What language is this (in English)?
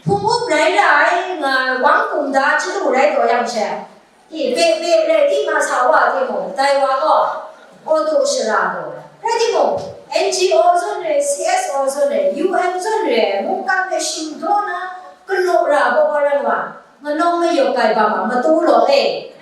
Kachin